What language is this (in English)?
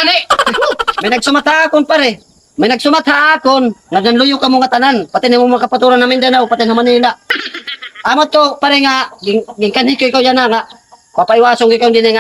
Waray